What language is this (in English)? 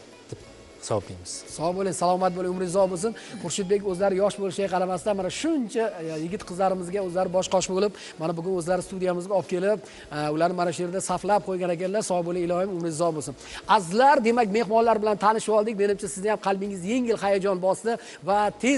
Uzbek